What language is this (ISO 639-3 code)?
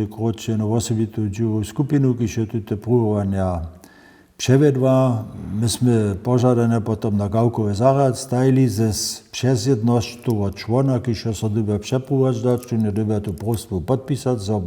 hsb